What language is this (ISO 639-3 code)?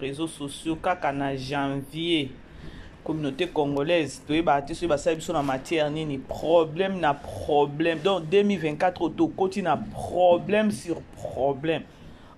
lin